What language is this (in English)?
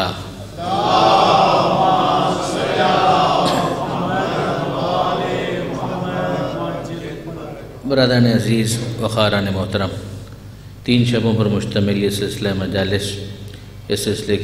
Urdu